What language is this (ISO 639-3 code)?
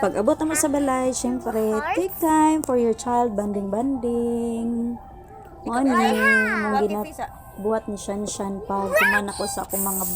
ceb